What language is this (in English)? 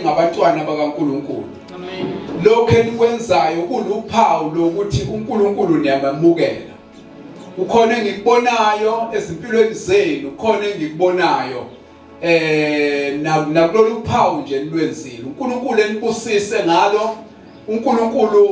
Zulu